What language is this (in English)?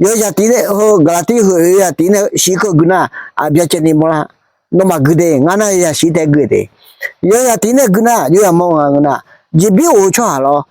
Akha